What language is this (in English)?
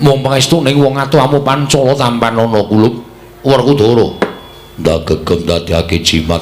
Javanese